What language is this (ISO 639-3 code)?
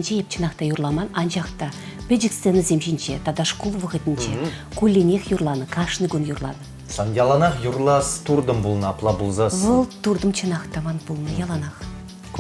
chv